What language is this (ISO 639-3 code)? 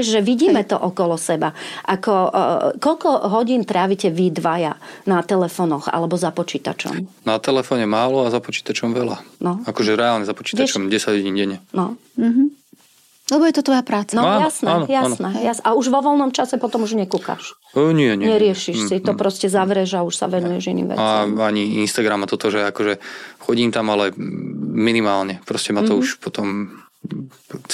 slk